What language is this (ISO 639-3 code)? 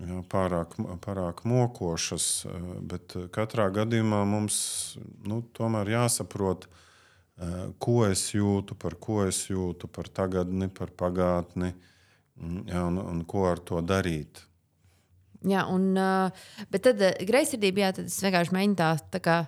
lav